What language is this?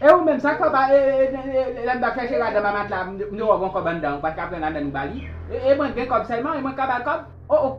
Haitian Creole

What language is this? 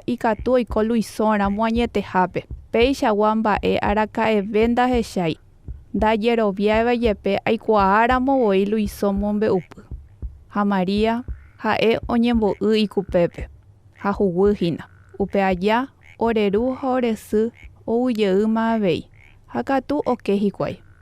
Guarani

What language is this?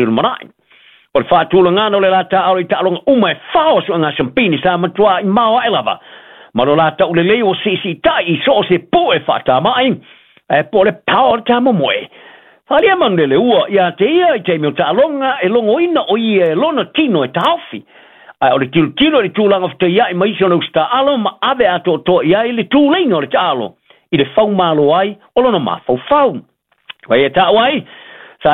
Samoan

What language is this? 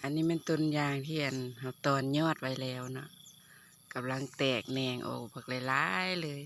Lao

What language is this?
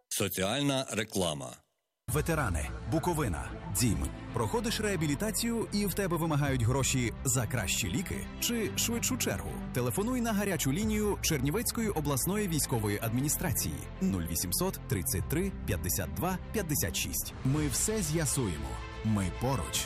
Ukrainian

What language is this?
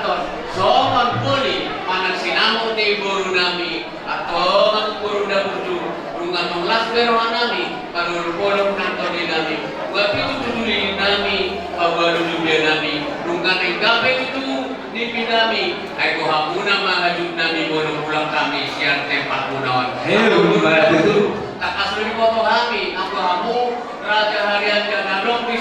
Batak Toba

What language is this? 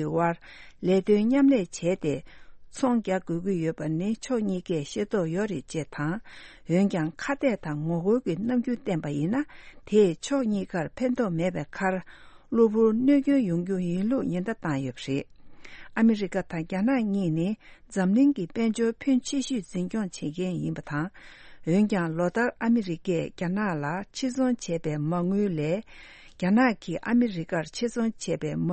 Tibetan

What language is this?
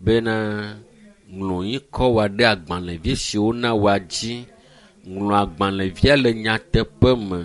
Ewe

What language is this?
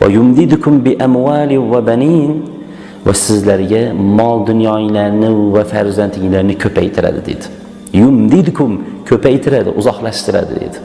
Uzbek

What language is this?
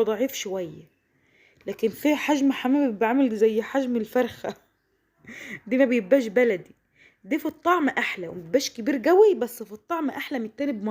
Egyptian Arabic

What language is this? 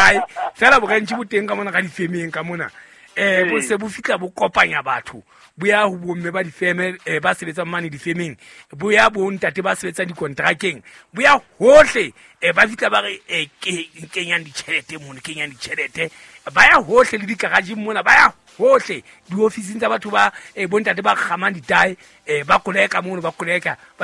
Southern Sotho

